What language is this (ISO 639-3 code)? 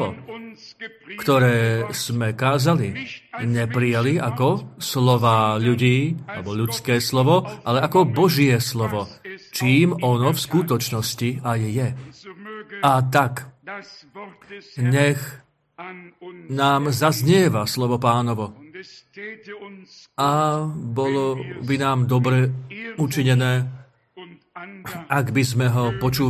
slk